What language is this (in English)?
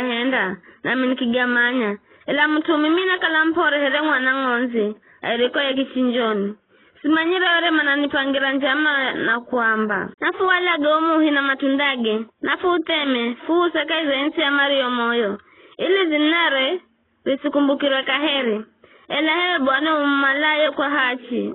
Giryama